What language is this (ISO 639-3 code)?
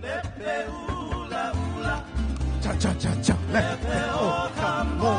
haw